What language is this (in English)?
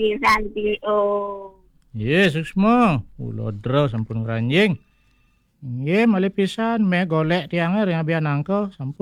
Balinese